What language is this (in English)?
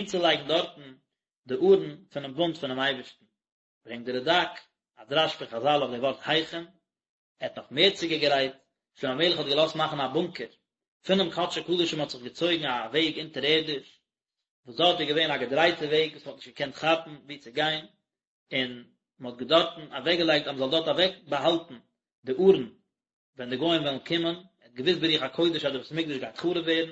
Yiddish